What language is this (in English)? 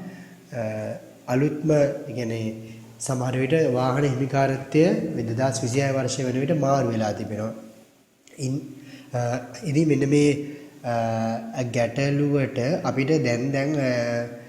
Sinhala